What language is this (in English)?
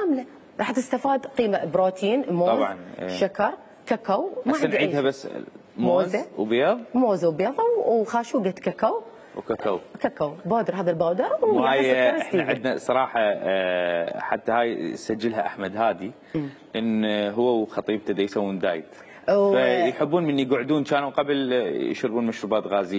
Mesopotamian Arabic